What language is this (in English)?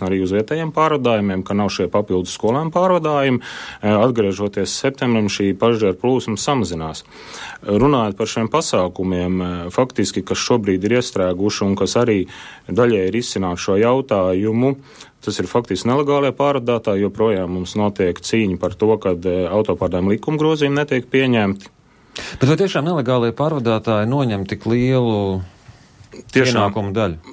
Latvian